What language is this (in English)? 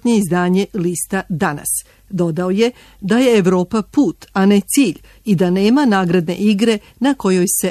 Serbian